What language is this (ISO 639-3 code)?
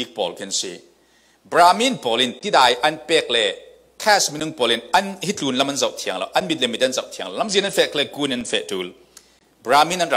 cfm